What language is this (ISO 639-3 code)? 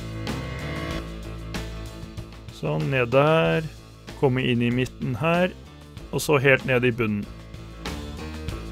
nor